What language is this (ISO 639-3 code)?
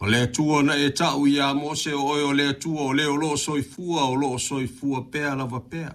smo